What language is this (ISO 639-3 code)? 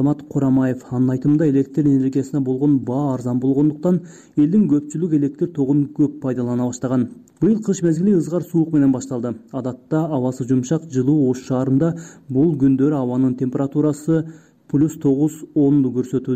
kir